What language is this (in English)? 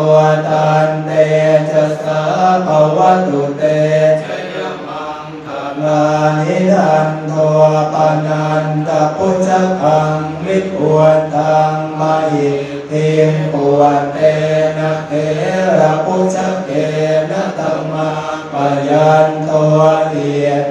Pali